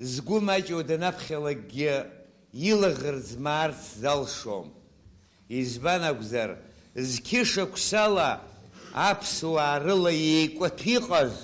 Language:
Abkhazian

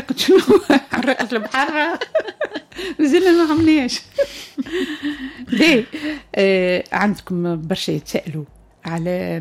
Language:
Tunisian Arabic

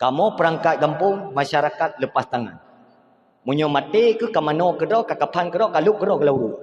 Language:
Achinese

